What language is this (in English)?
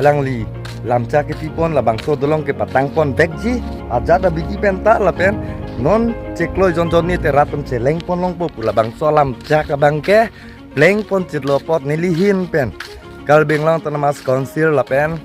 Karbi